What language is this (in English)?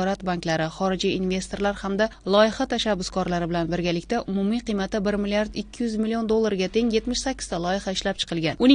Uzbek